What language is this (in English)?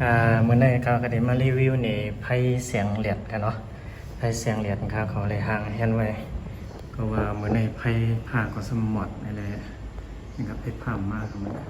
Shan